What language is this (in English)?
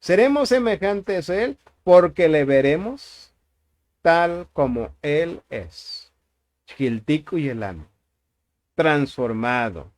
Tzotzil